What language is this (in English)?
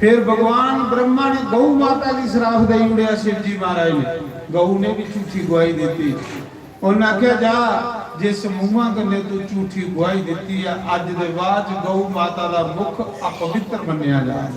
Dogri